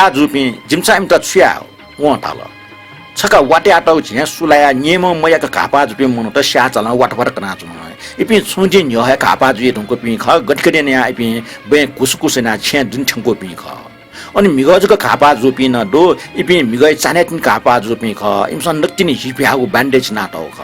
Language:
Newari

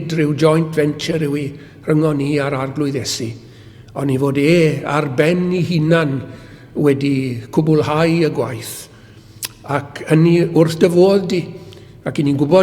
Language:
Welsh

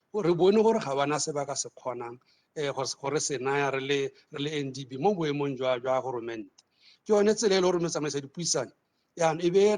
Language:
Tswana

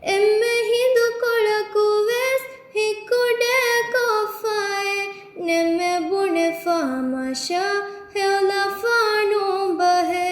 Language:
Divehi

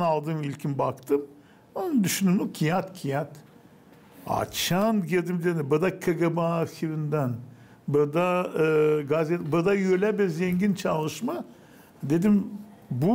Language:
Gagauz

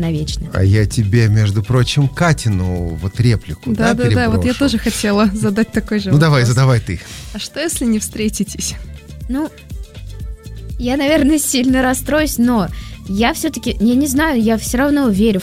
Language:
Russian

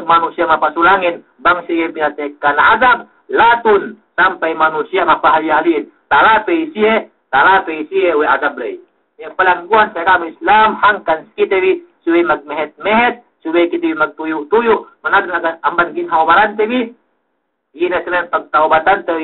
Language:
Yakan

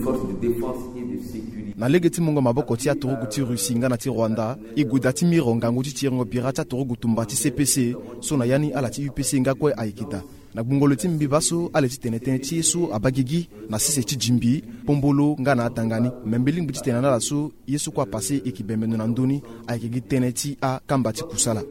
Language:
Sango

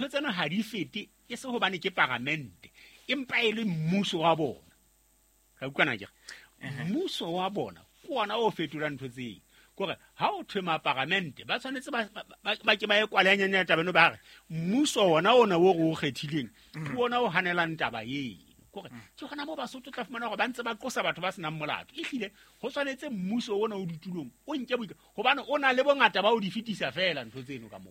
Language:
Southern Sotho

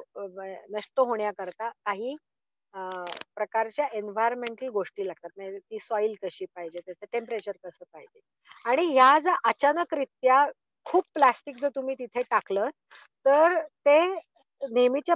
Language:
Marathi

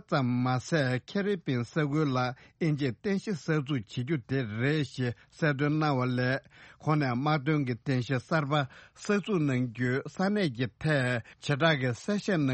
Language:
Tibetan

